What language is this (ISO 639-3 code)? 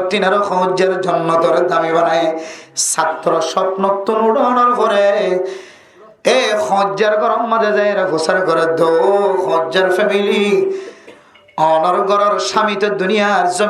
rhg